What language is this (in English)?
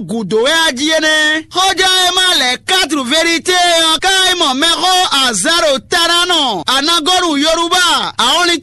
Fon